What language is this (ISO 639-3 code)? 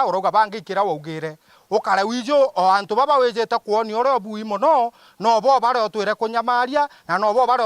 mer